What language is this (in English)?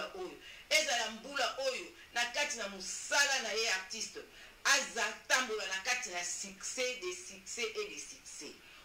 Lingala